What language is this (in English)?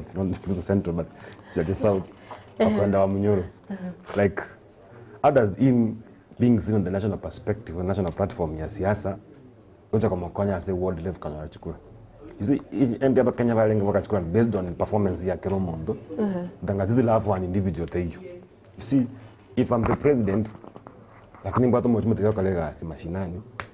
Gusii